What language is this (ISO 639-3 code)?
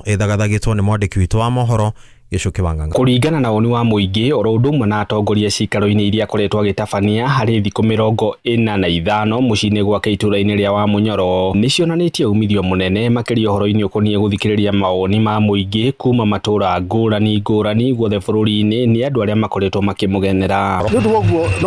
kik